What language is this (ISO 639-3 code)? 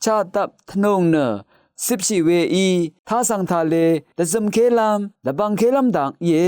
raw